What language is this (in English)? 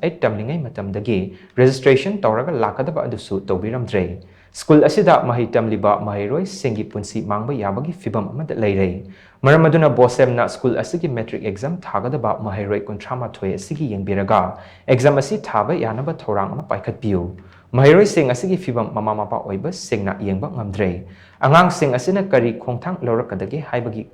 Manipuri